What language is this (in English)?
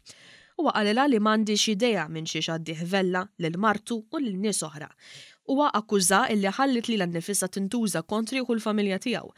Maltese